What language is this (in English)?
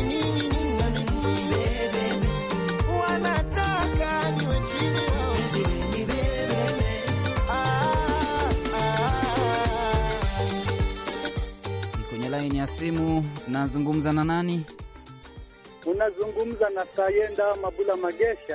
Swahili